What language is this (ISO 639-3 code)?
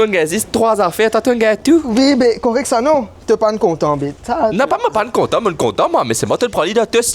mfe